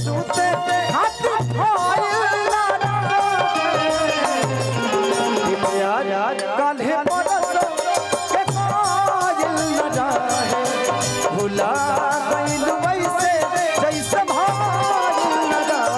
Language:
Bhojpuri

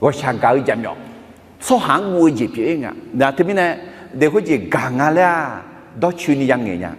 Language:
Akha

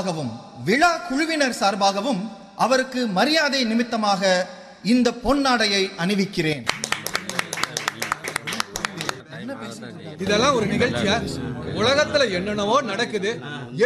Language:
Tamil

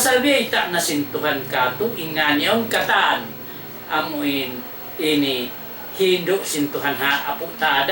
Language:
Tausug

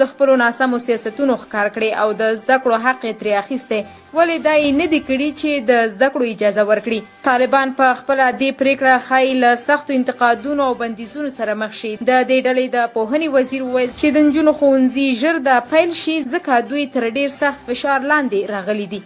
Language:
Pashto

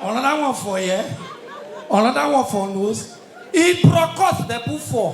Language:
Nigerian Pidgin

